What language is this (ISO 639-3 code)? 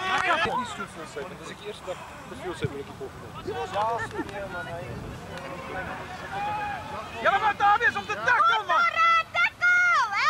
afr